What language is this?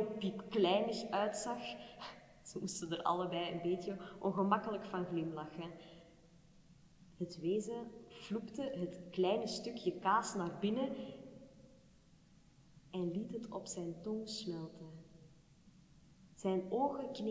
Dutch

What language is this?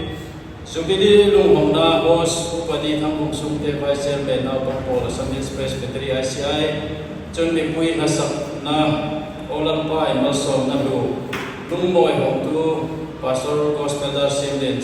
Hmar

